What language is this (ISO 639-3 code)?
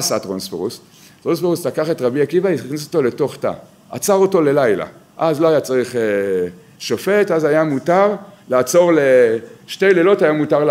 heb